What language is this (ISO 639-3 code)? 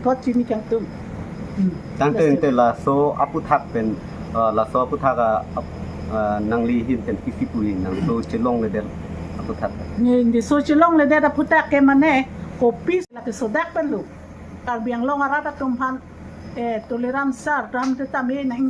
mjw